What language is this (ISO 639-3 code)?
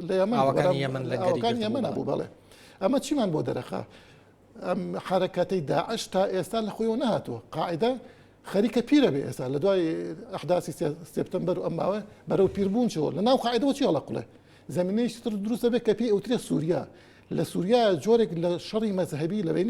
ckb